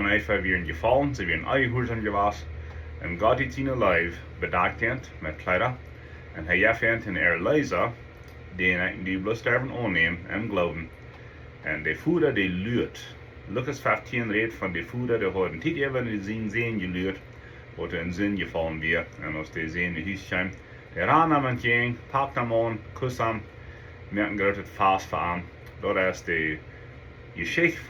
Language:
Plautdietsch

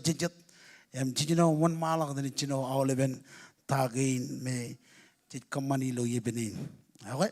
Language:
Marshallese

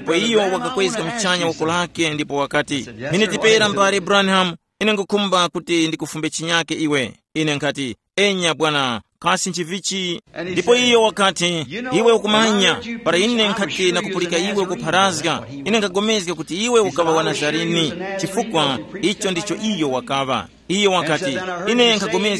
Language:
Tumbuka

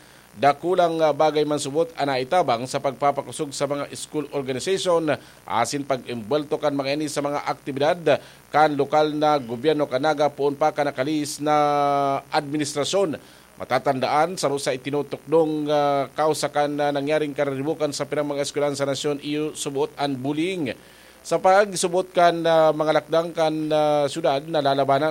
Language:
Bikol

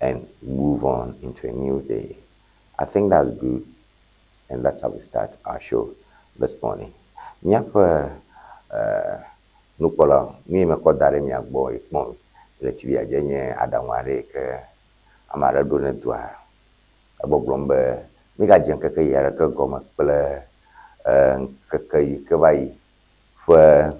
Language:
Ewe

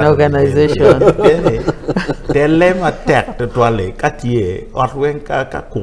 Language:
Acoli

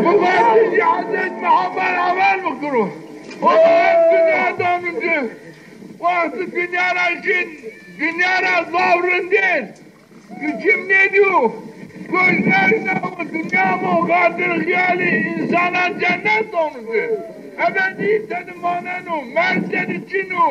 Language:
Zaza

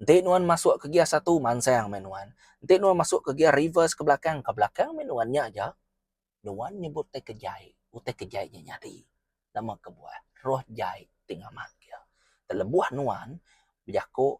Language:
Iban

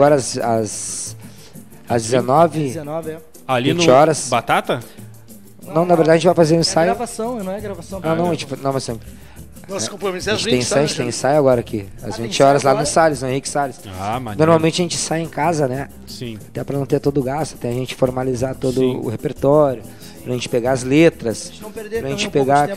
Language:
Portuguese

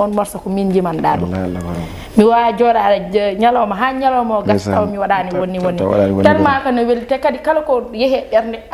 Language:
Fula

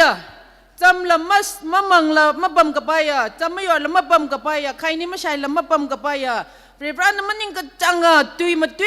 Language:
Tangkhul Naga (India)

